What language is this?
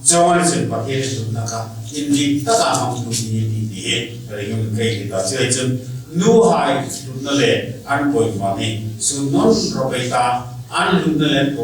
Hmar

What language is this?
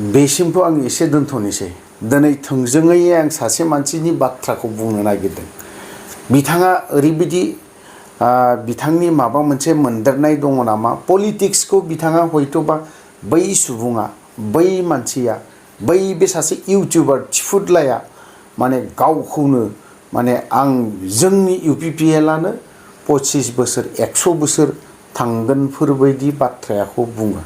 Bodo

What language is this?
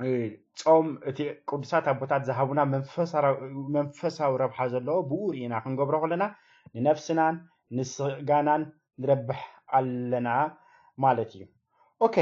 Tigrinya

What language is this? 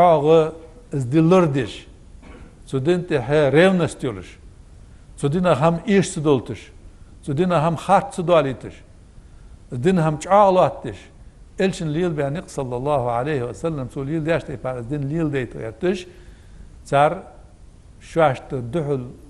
Ingush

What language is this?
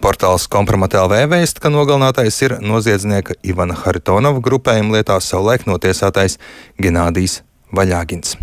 Latvian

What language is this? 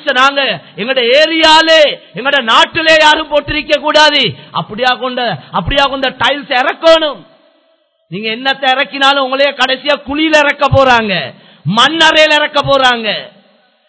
Tamil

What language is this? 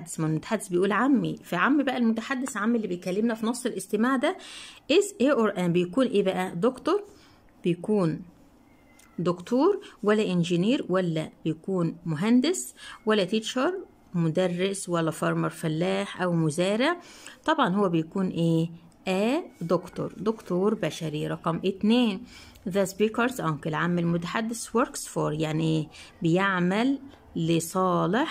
Egyptian Arabic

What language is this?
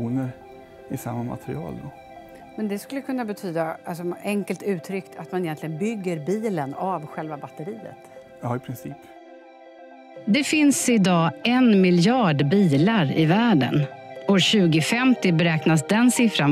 Swedish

